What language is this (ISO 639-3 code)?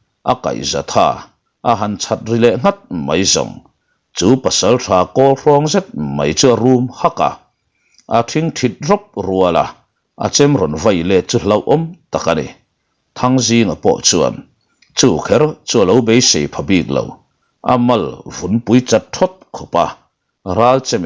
lus